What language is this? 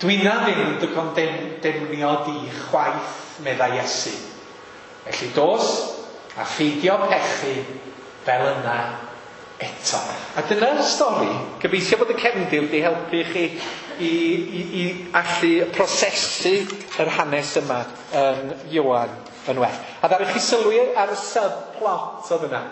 Welsh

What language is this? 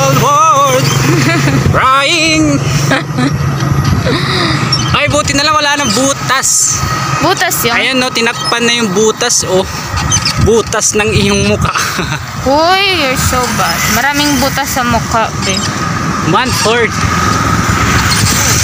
Filipino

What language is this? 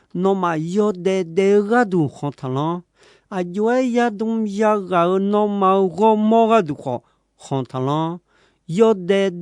Akha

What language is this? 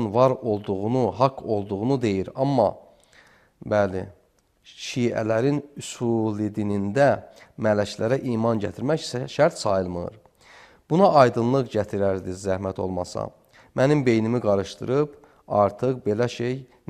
Azerbaijani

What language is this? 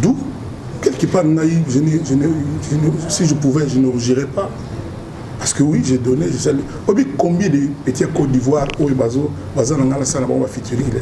Lingala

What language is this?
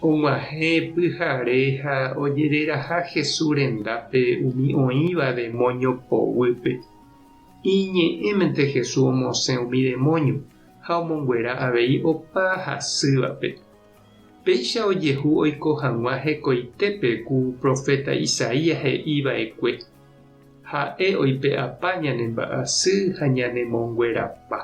Guarani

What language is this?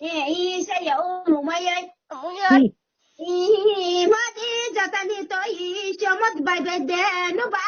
Riang (India)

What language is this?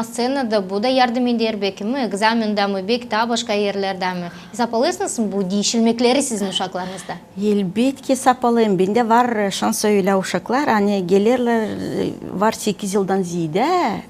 Gagauz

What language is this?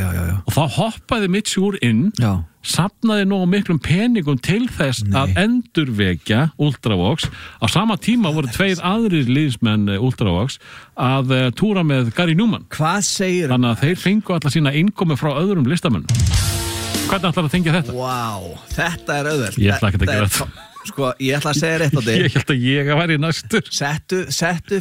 Icelandic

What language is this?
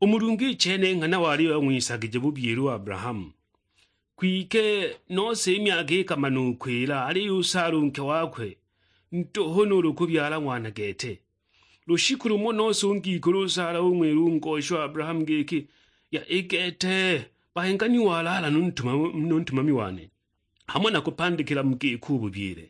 Sukuma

